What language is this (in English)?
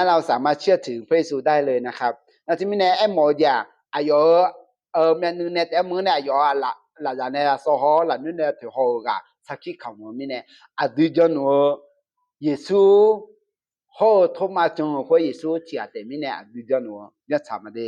Akha